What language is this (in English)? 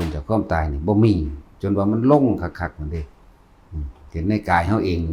Northeastern Thai